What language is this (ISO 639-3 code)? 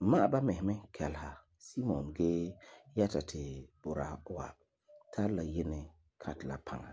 gur